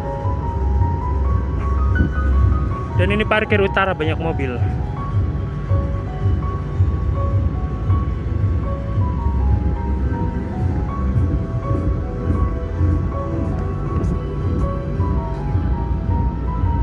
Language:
Indonesian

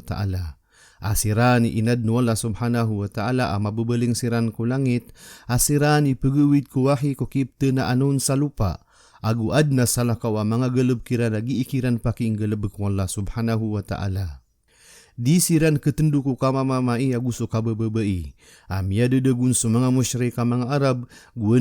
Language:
Maranao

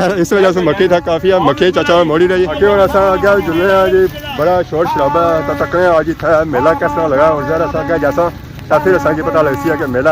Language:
Pahari-Potwari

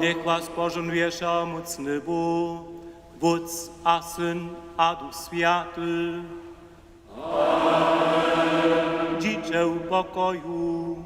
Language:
Upper Sorbian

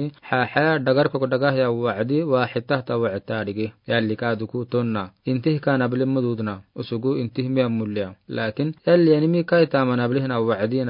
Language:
Afar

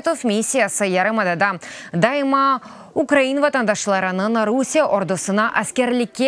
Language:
Crimean Tatar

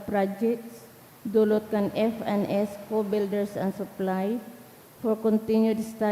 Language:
Bikol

